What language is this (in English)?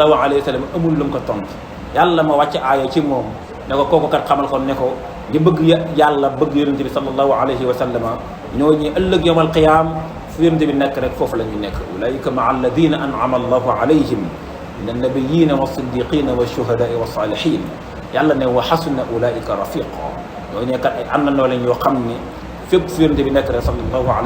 Wolof